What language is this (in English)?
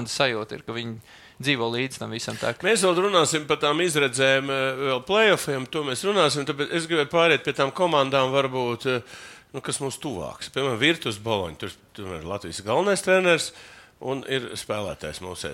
Latvian